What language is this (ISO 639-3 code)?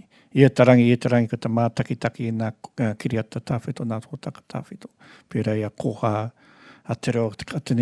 mri